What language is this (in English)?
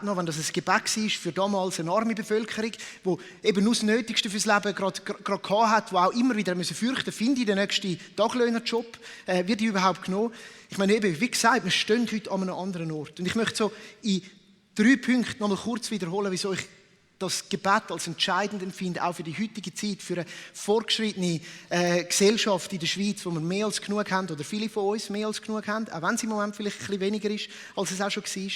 Swiss German